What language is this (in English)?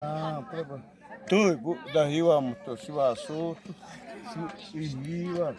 Xavánte